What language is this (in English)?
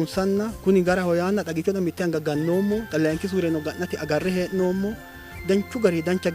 Sidamo